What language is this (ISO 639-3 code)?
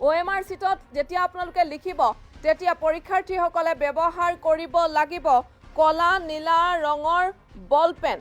asm